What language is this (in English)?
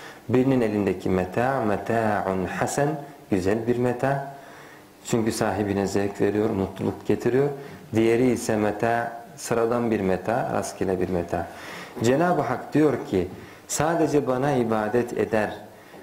Turkish